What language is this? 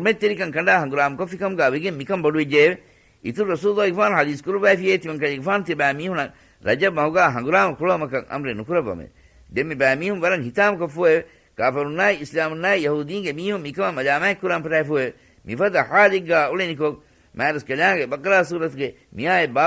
Divehi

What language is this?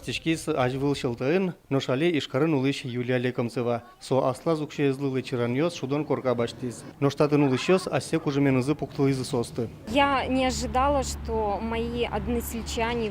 Udmurt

